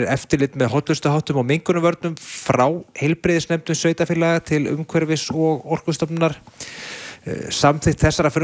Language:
Icelandic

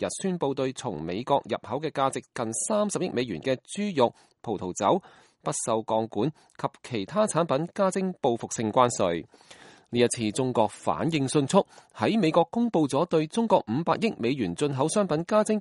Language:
Cantonese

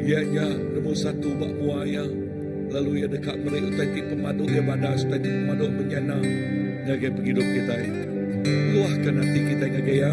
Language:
Iban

